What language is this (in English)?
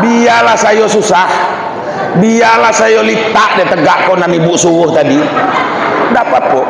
Minangkabau